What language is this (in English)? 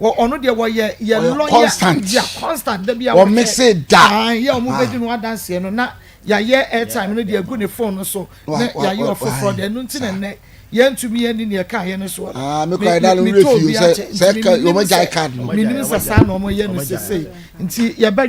Akan